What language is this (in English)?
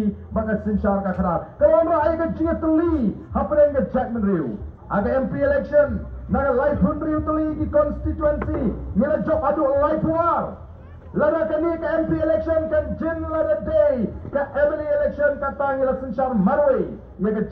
Khasi